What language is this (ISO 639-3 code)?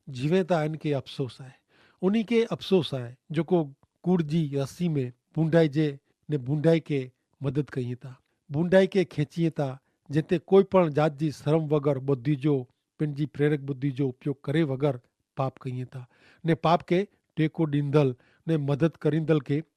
kfr